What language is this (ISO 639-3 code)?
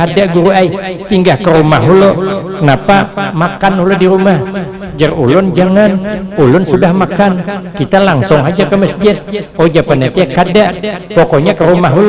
bjn